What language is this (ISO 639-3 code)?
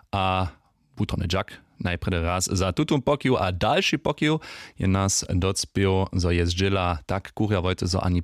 hsb